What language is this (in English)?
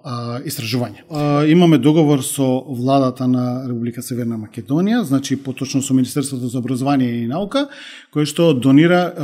Macedonian